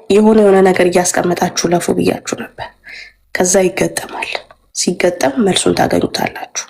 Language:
Amharic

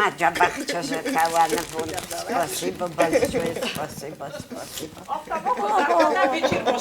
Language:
Ossetic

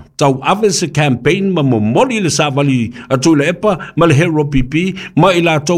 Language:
Samoan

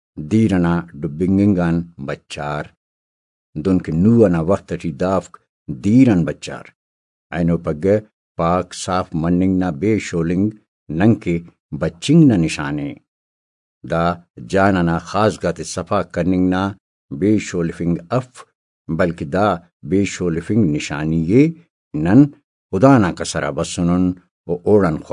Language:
Brahui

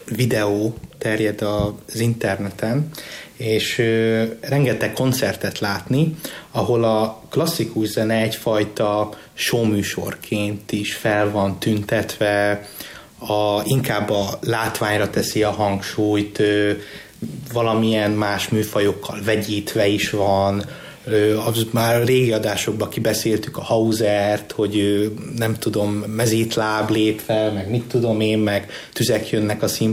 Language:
Hungarian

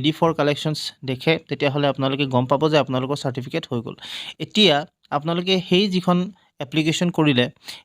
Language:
Assamese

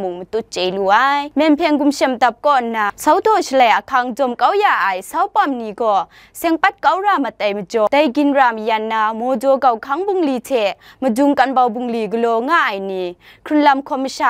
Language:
Kachin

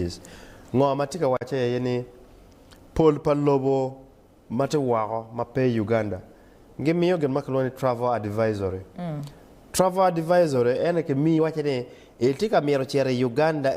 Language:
Acoli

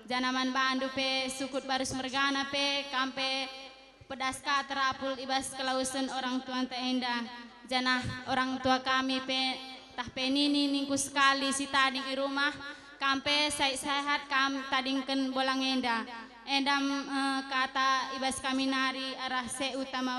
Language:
Batak Karo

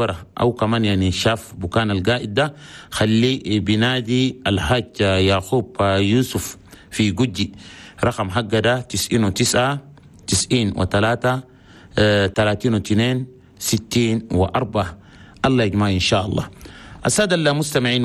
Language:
Chadian Arabic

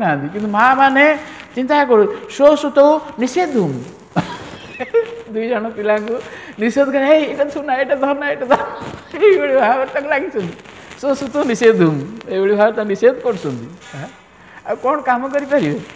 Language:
Odia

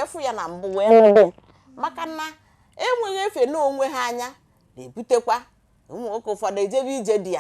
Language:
Igbo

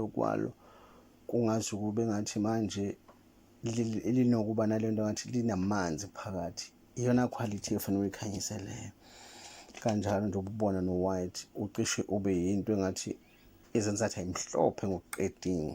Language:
Zulu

